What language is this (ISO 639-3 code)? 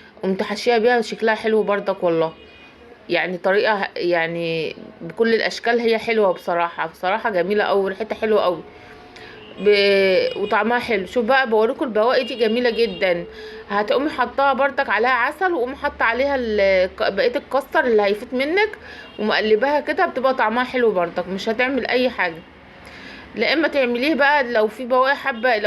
arz